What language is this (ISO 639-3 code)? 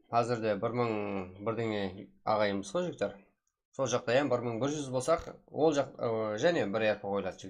kaa